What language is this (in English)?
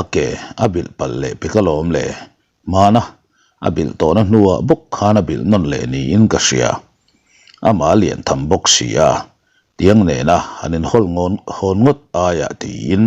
Mizo